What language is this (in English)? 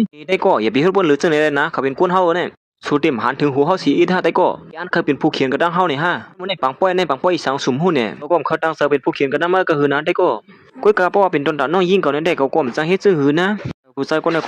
Shan